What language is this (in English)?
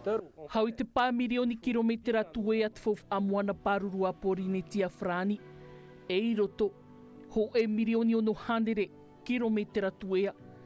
Tahitian